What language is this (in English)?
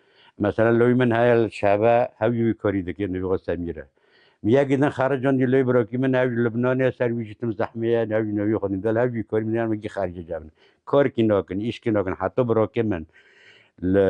Kurdish